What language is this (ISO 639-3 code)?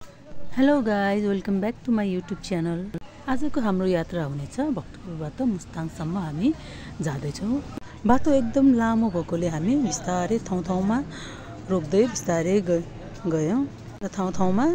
nep